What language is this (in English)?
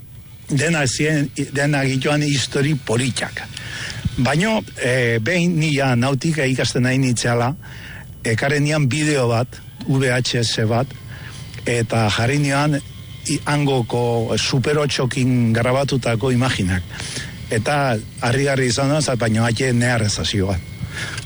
Basque